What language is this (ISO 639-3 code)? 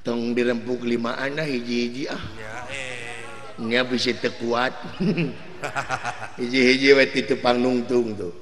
sun